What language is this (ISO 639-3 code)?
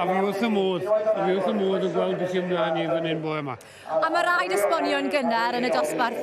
cym